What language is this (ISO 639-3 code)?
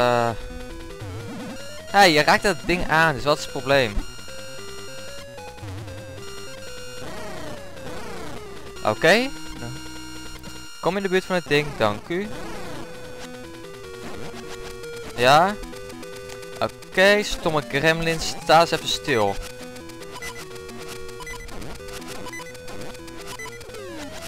nld